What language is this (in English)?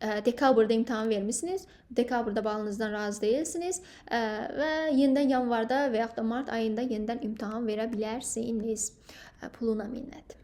Azerbaijani